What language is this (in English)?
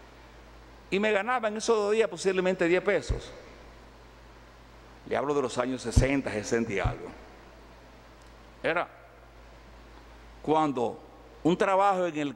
Spanish